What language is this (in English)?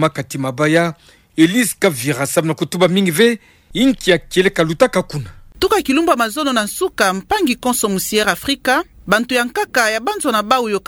Kituba (Democratic Republic of Congo)